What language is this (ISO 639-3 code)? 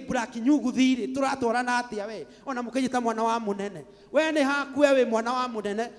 kik